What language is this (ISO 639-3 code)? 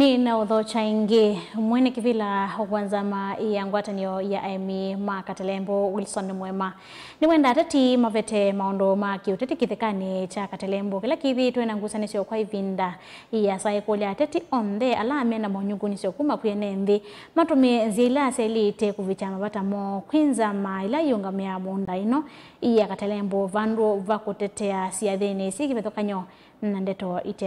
kam